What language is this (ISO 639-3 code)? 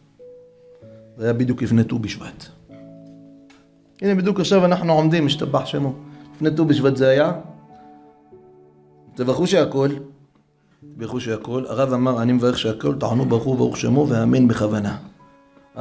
heb